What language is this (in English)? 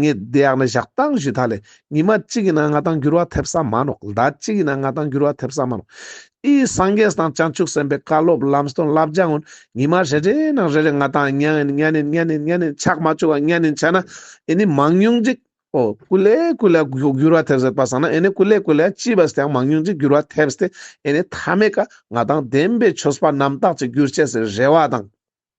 Ladakhi